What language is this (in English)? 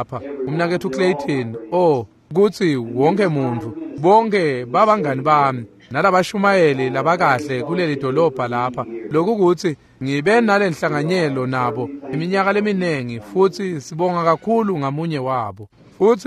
Swati